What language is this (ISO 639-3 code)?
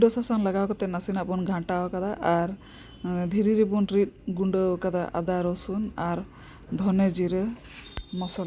sat